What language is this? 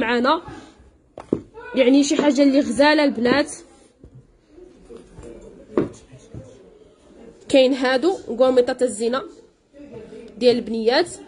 Moroccan Arabic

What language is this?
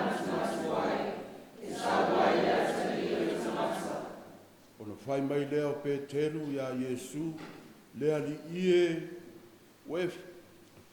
Samoan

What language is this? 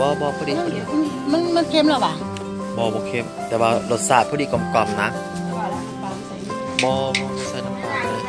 Lao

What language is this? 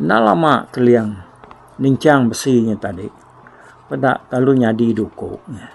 Iban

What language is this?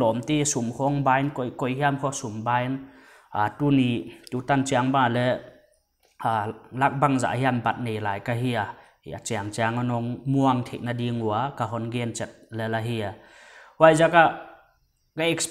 Paite Chin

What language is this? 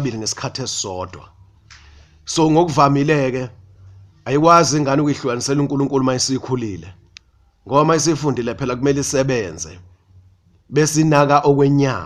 Zulu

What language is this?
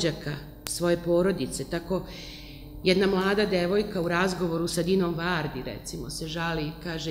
Serbian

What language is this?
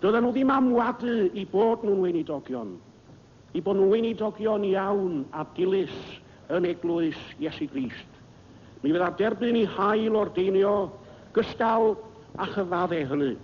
Welsh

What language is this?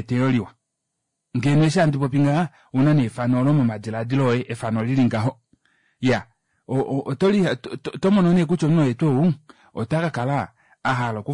Kuanyama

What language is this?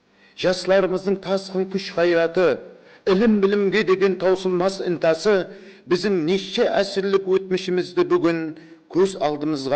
Kara-Kalpak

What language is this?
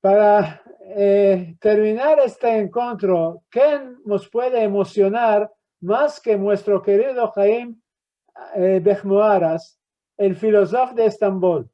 Ladino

